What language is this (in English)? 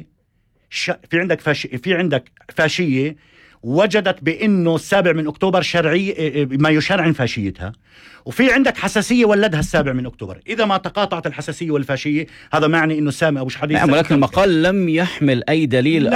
North Levantine Arabic